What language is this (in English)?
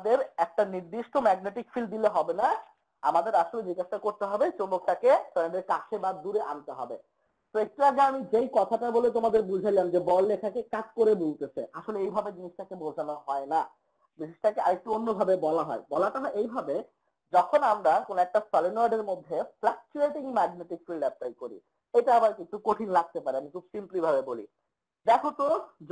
Bangla